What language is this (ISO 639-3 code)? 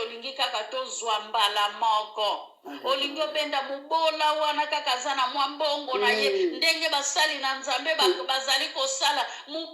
lin